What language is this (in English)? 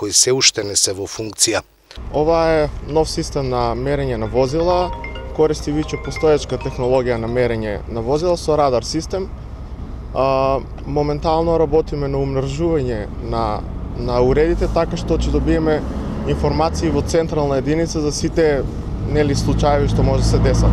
Macedonian